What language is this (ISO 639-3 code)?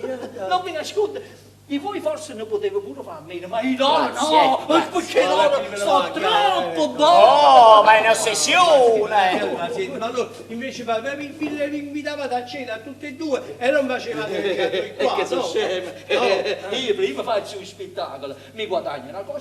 nap